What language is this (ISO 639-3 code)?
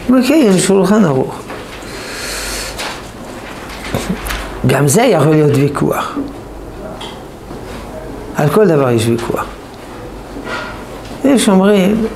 heb